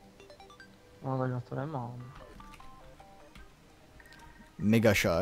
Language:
Czech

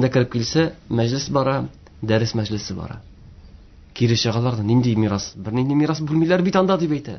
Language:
Tatar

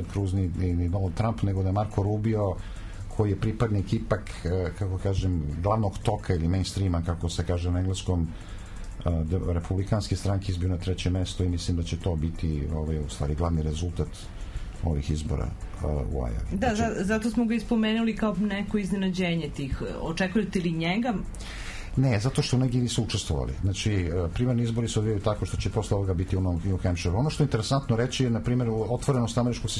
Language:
Serbian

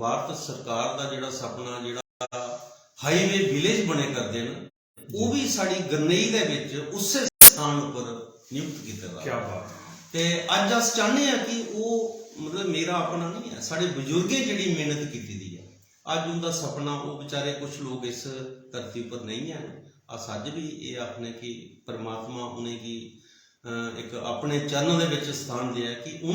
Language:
Dogri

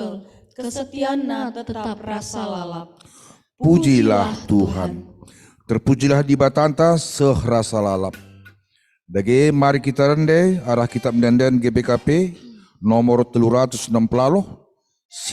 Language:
Batak Karo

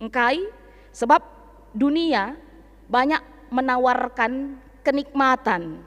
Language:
Batak Karo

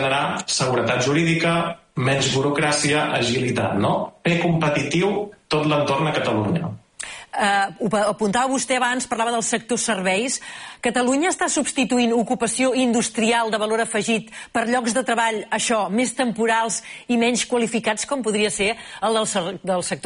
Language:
Catalan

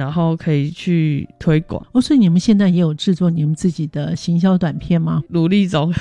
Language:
Chinese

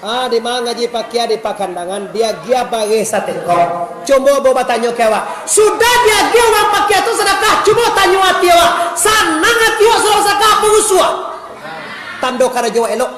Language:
Minangkabau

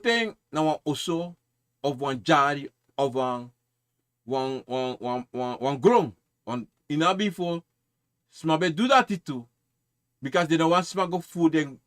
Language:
Sranan Tongo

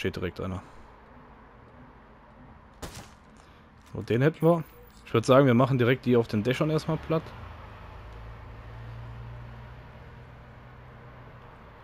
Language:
German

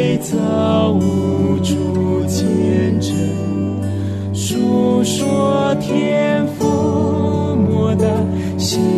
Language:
Chinese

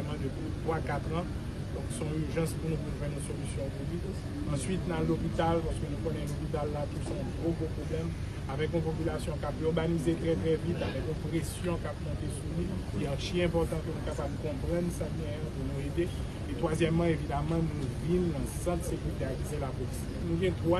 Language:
Haitian Creole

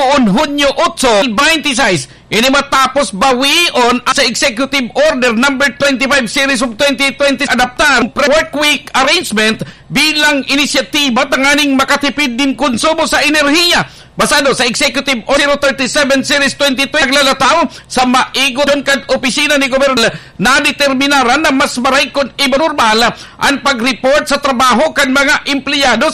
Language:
Bikol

